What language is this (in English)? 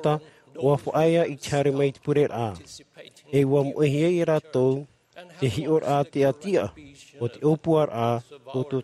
Tahitian